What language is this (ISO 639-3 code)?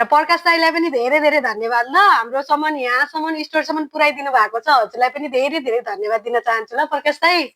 nep